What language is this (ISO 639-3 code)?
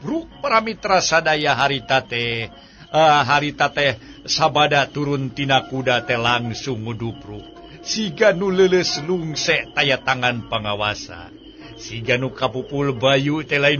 sun